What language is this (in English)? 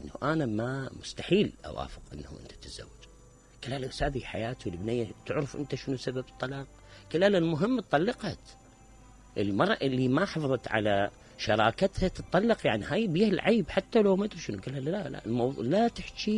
Mesopotamian Arabic